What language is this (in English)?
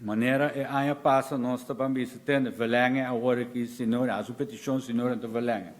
Papiamento